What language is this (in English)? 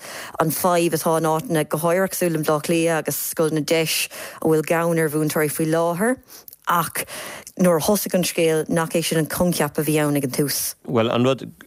Irish